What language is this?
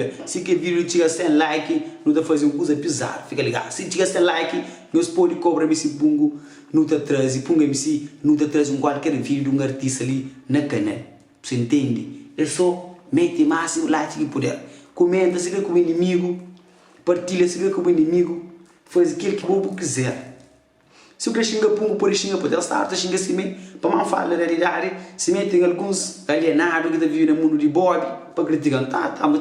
Kabuverdianu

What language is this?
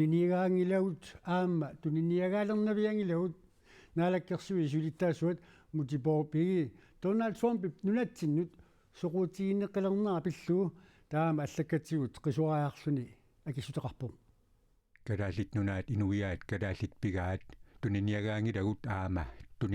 Kalaallisut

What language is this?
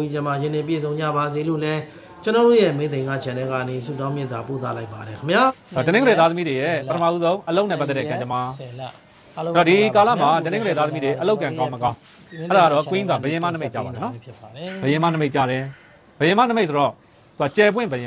Burmese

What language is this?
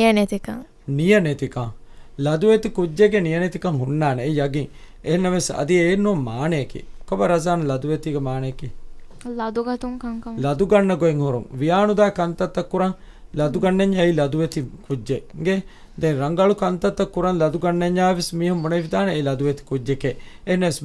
Divehi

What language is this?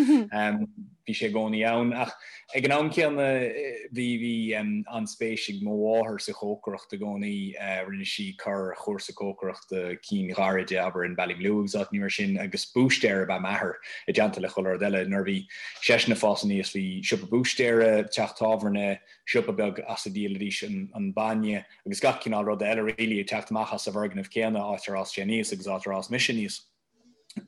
Irish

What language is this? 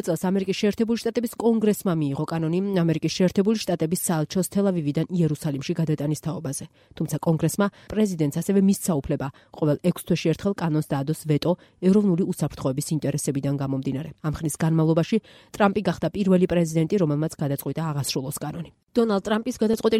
Georgian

